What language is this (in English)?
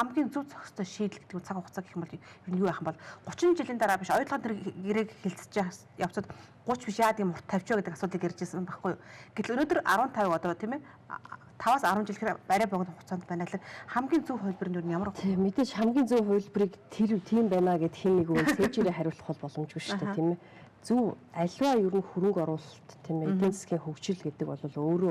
Mongolian